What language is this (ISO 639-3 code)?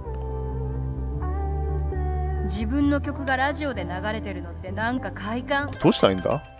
jpn